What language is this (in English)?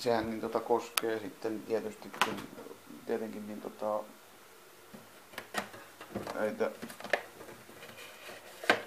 Finnish